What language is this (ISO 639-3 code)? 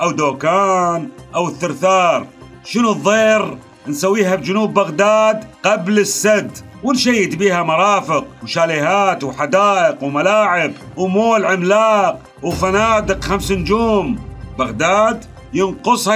acm